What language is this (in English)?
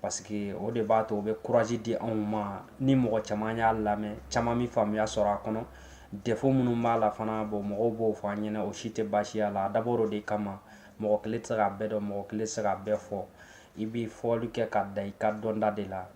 Bambara